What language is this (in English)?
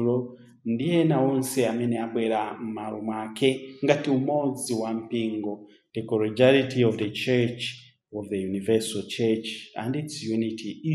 Nyanja